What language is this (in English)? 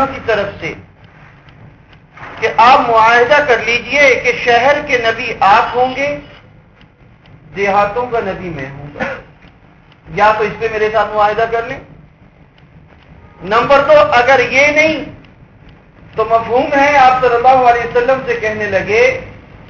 Urdu